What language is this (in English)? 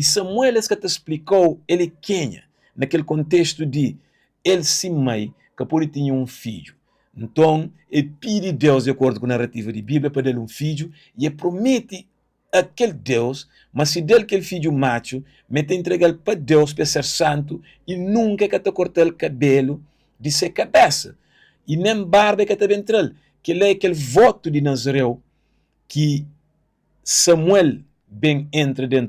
Kabuverdianu